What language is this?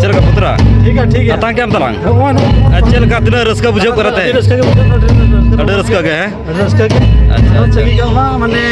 Santali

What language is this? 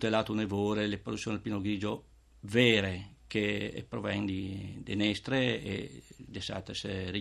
Friulian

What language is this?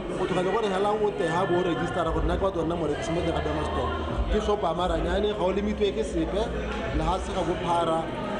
Tswana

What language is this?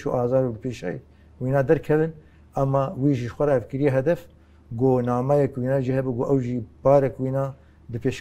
Kurdish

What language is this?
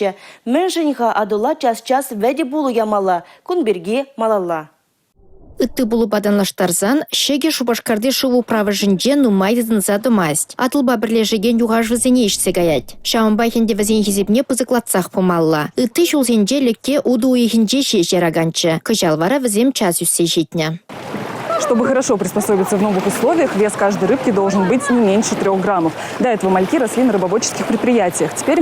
Chuvash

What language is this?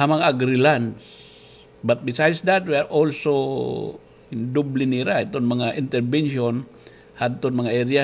Waray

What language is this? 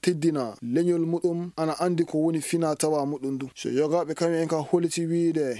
Fula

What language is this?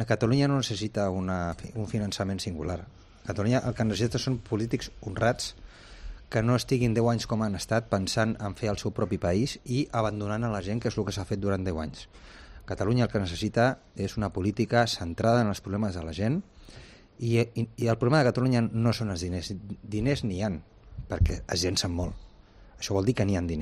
Catalan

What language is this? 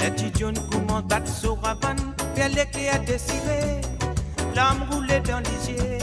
Morisyen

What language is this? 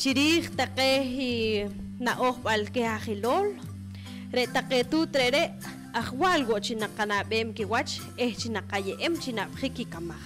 Poqomchi'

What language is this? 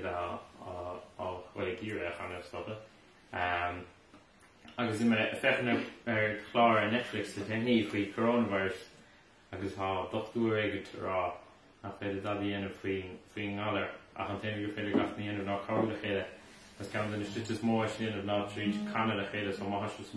Irish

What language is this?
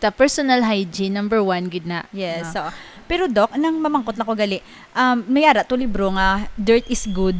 Hiligaynon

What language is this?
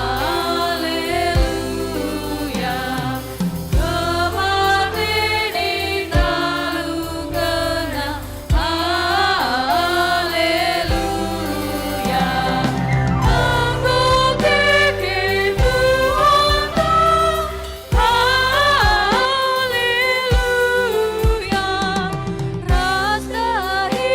Batak Karo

